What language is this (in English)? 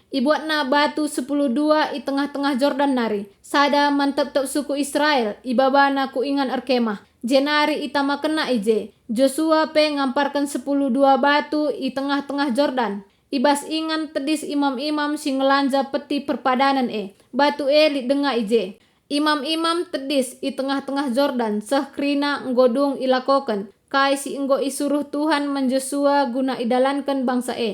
Batak Karo